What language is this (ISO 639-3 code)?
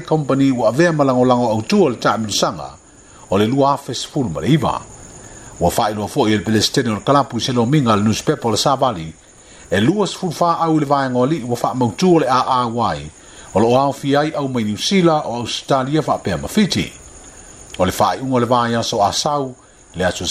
smo